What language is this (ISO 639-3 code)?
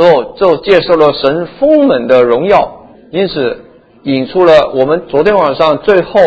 zho